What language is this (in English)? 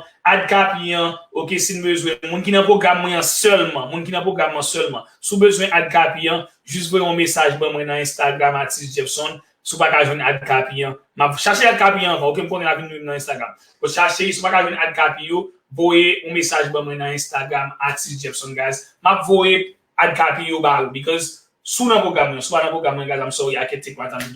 Haitian Creole